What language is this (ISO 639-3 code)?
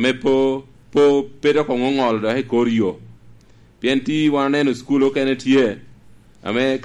laj